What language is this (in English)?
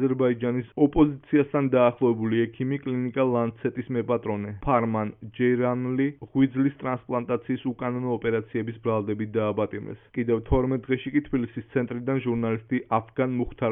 Georgian